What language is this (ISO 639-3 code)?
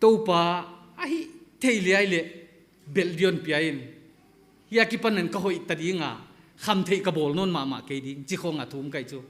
pck